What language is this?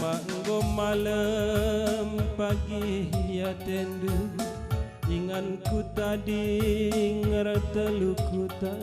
Batak Karo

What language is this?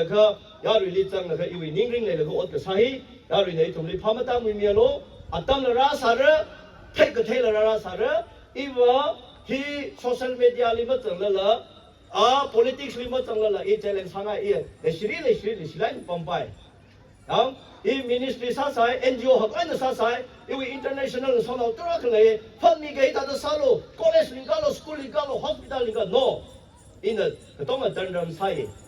Tangkhul Naga (India)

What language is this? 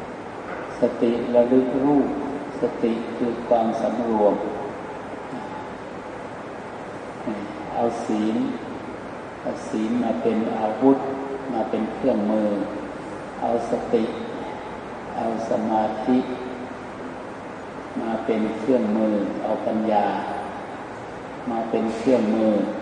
Thai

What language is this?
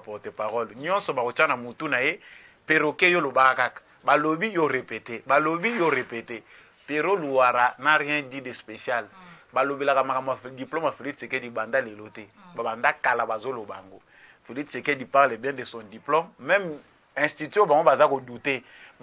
Lingala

